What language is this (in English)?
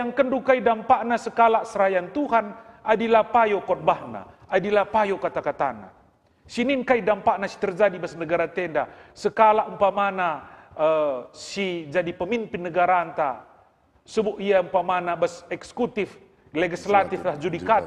Batak Karo